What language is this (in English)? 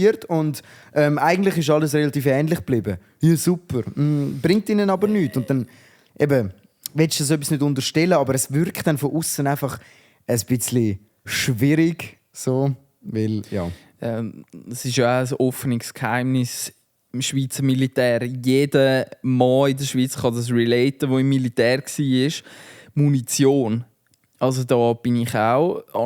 Swiss German